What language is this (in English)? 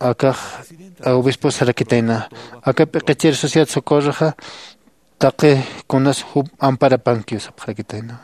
Aymara